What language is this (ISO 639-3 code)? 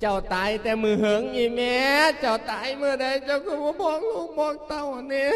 lao